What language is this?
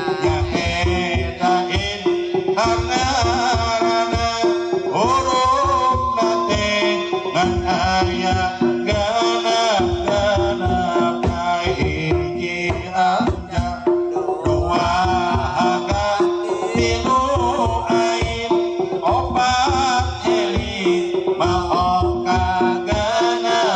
Sundanese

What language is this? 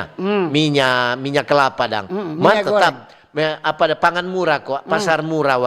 Manado Malay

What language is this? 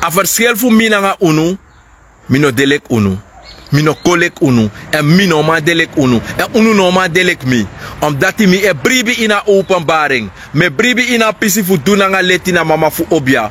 Sranan Tongo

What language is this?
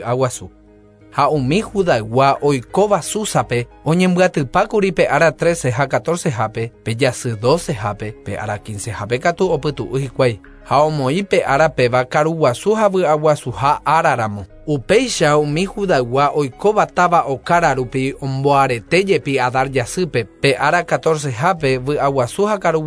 Guarani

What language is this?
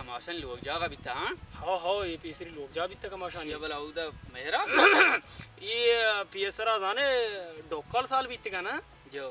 Baluchi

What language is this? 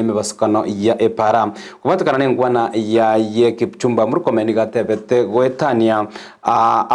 Gusii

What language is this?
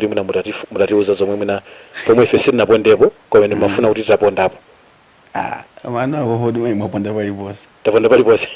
Nyanja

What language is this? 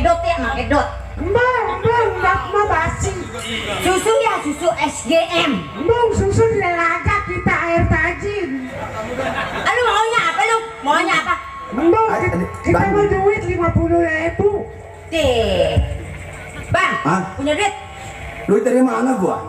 Betawi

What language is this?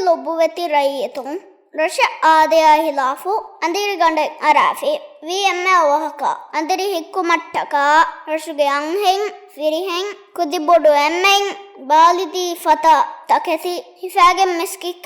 Divehi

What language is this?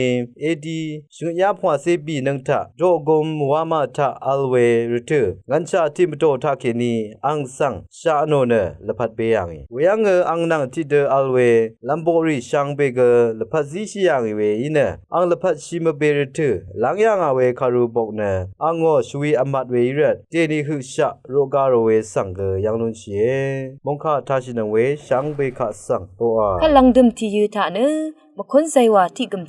Rawang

